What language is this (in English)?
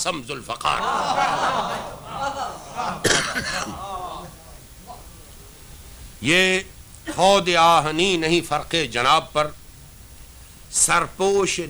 Urdu